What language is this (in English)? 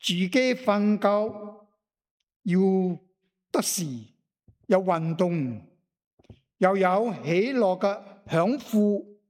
Cantonese